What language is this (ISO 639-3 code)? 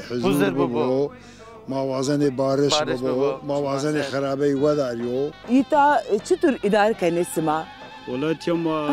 zza